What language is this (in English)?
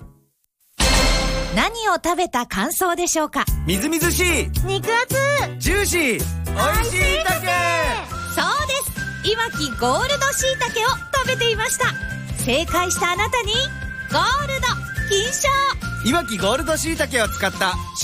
Japanese